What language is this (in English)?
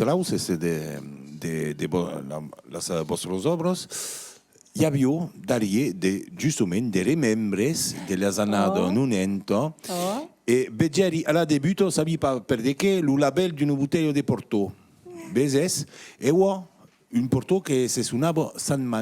Occitan